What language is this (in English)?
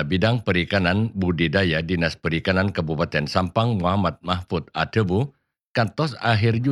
Madurese